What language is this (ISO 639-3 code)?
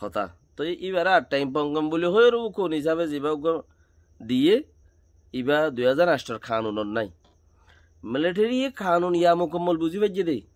rhg